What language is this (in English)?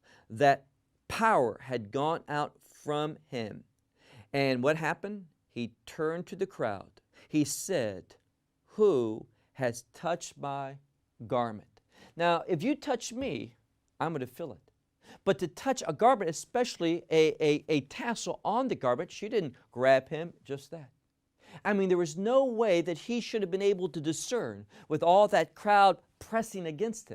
English